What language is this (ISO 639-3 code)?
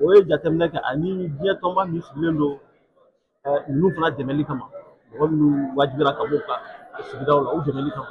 bam